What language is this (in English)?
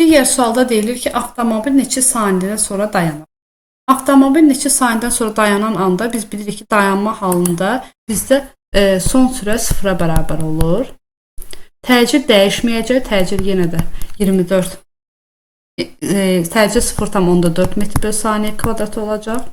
Azerbaijani